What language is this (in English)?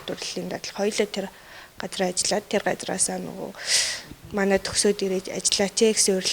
Mongolian